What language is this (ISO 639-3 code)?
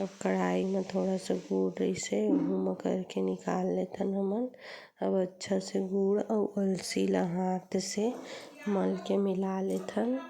hne